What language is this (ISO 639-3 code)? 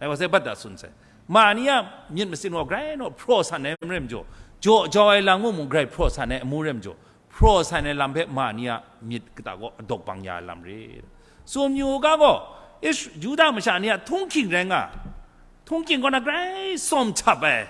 kac